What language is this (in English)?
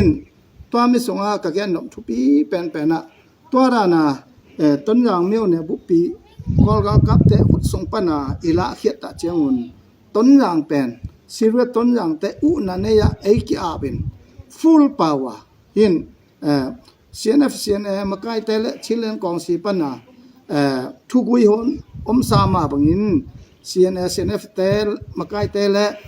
Tedim Chin